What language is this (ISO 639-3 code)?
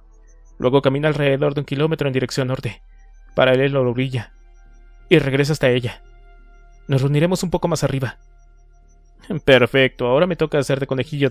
spa